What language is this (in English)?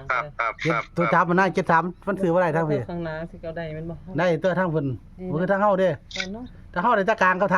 Northeastern Thai